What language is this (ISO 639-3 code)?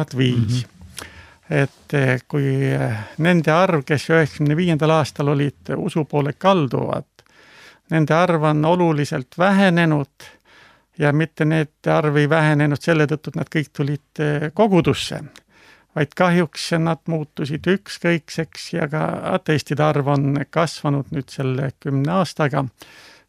est